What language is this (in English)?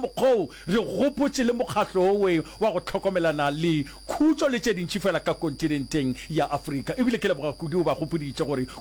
Northern Sotho